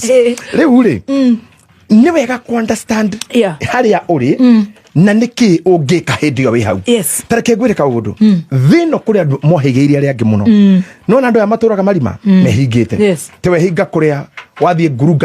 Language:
Kikuyu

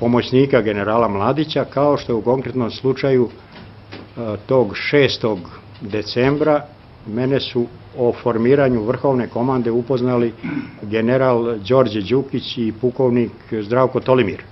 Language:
Serbian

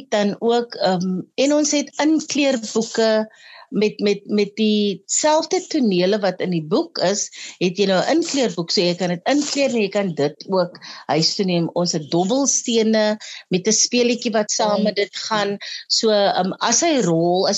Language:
Afrikaans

